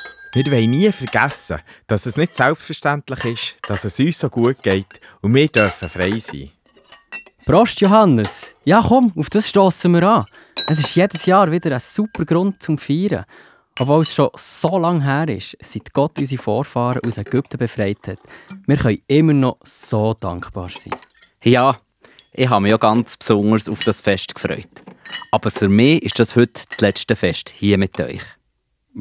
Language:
Swiss German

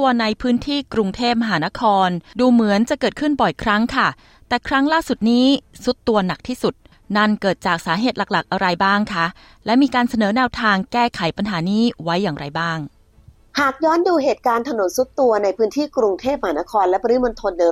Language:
Thai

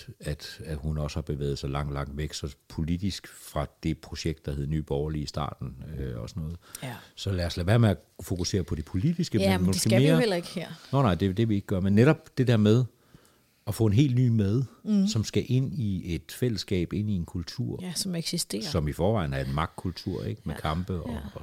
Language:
Danish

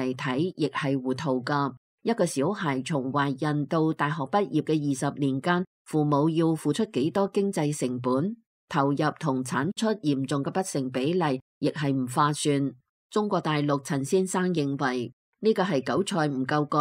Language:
Cantonese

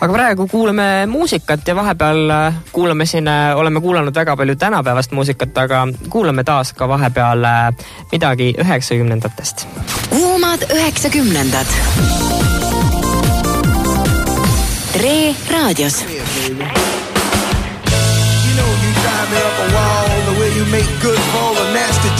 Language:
Estonian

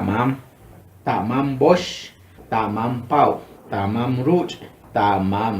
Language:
Achi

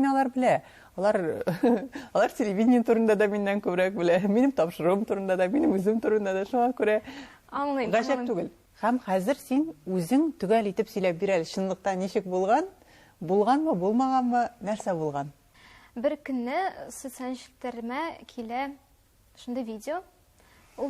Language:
Tatar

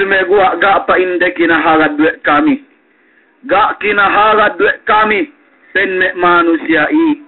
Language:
Yakan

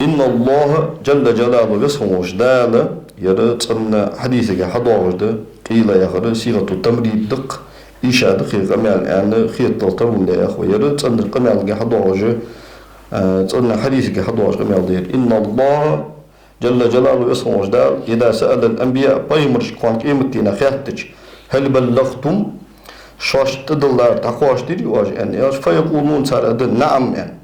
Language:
Ingush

